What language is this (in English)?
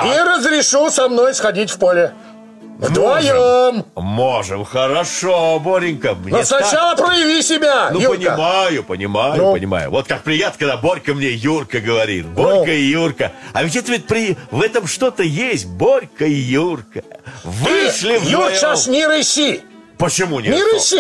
Russian